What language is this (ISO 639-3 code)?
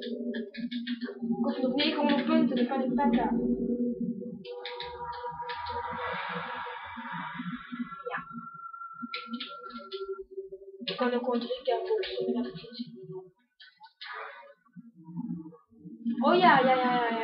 nld